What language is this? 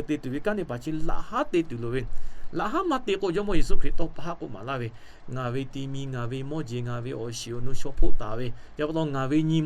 Lahu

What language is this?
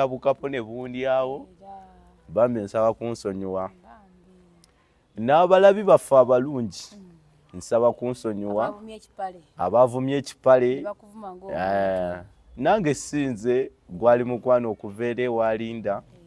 Ganda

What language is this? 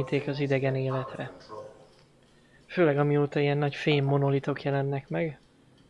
Hungarian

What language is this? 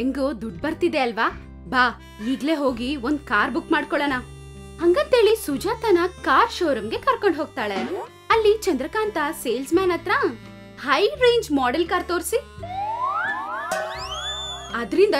Kannada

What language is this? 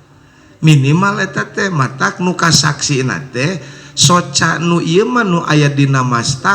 Sundanese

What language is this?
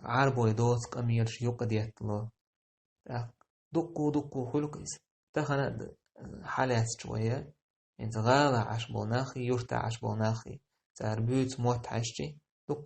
Chechen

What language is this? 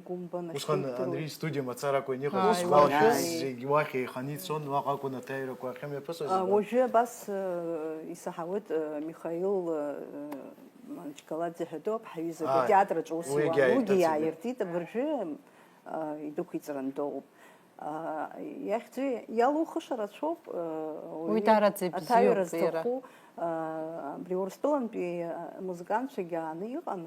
Abkhazian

